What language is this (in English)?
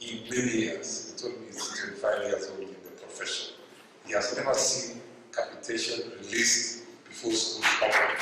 Gusii